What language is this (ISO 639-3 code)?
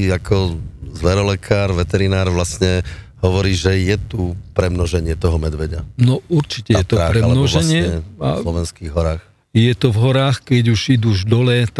slk